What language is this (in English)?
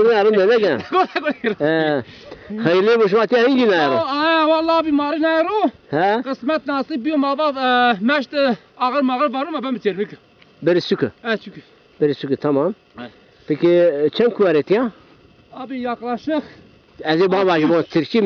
Zaza